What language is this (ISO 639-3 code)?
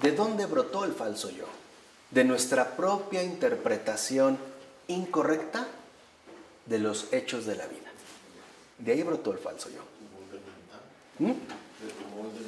spa